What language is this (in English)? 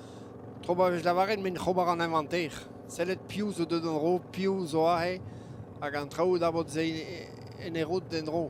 Breton